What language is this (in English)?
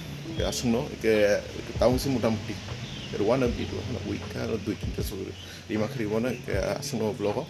Kok Borok